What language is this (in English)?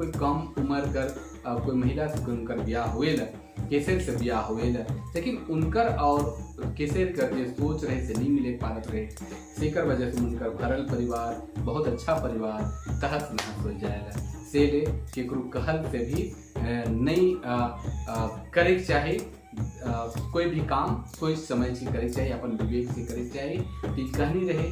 Sadri